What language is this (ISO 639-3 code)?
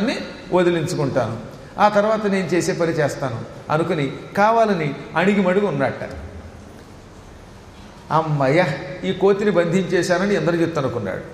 tel